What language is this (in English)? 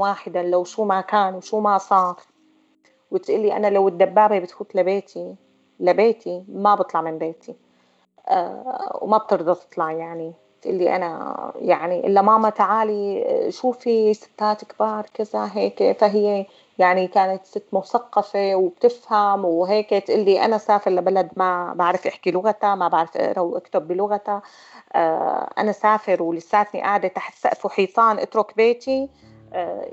North Levantine Arabic